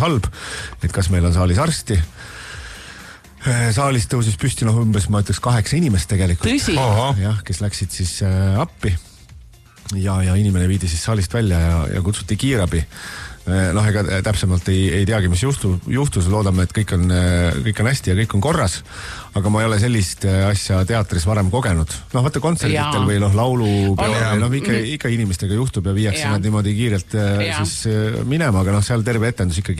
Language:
Estonian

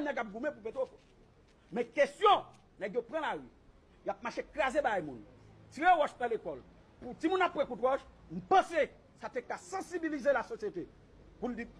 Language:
Haitian Creole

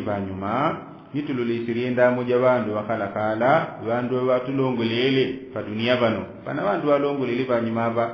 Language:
Yao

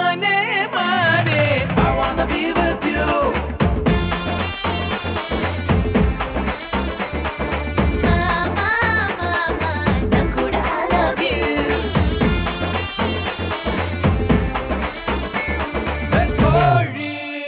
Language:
Tamil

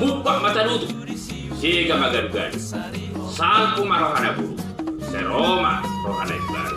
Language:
Batak Toba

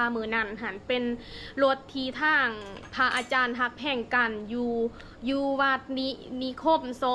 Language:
Lao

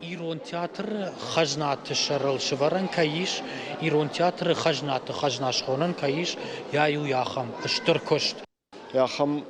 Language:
Ossetic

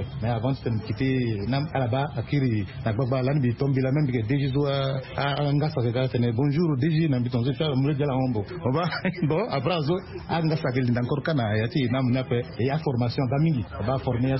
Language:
Sango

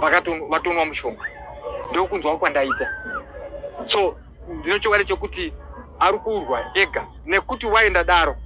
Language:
Shona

